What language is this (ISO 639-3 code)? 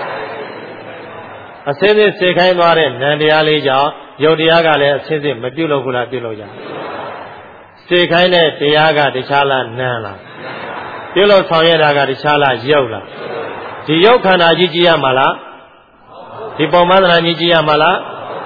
mya